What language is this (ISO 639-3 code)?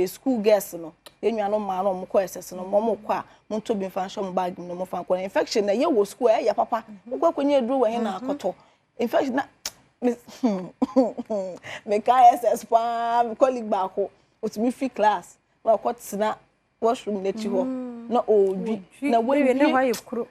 aka